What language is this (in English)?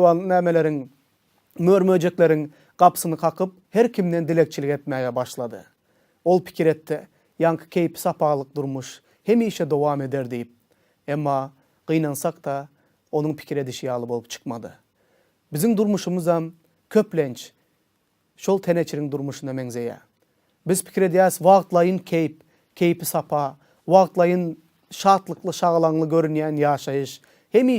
Turkmen